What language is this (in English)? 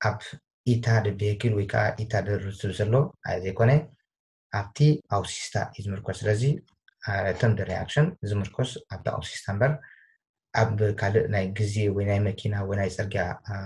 Tigrinya